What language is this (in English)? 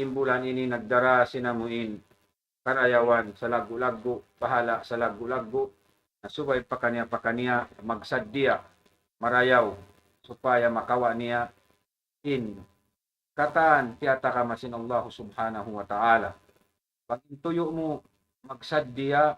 Tausug